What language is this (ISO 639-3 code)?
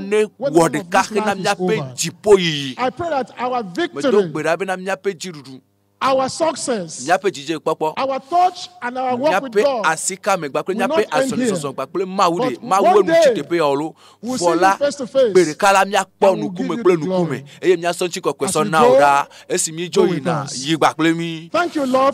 ewe